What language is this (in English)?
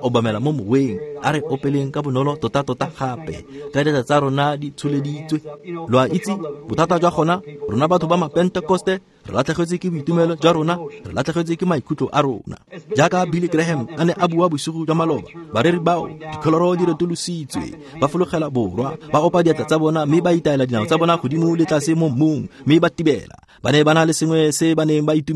Tswana